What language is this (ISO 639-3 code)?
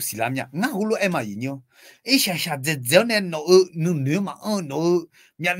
ahk